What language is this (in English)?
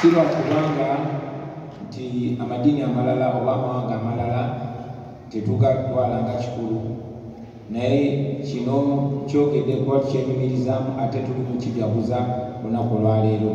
Ganda